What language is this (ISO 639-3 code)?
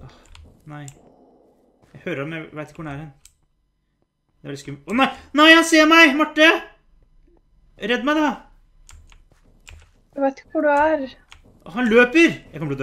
nor